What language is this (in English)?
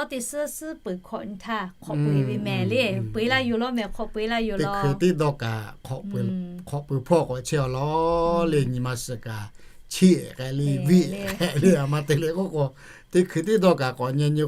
Lahu